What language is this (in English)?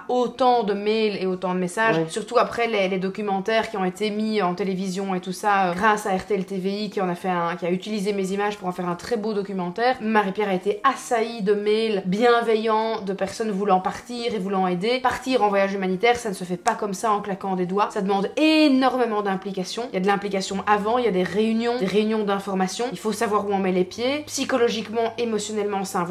French